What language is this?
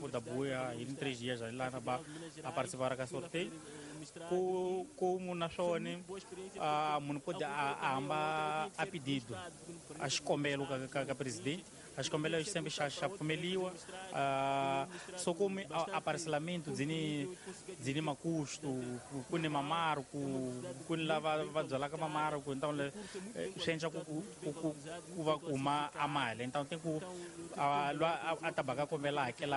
Tsonga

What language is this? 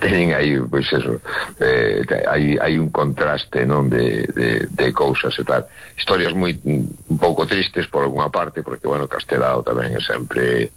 Galician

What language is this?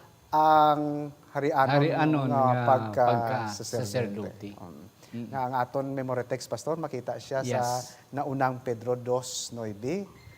Hiligaynon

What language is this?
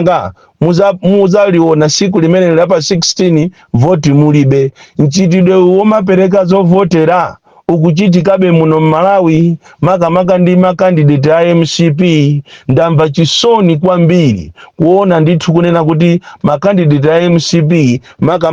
Nyanja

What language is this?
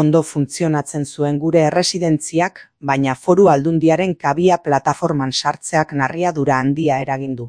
Basque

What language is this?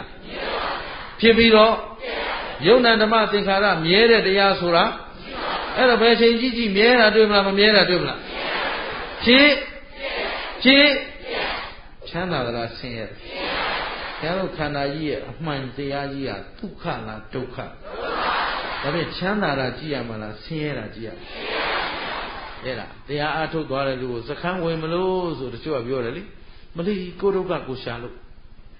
Burmese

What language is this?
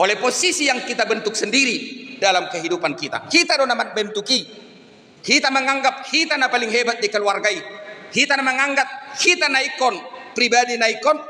Batak Toba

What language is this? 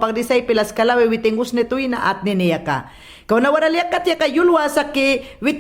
Mayangna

